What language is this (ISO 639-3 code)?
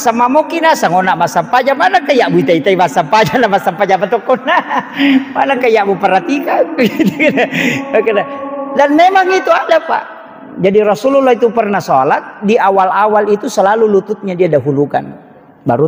bug